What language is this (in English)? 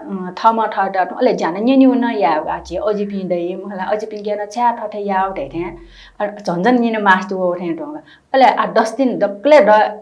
Newari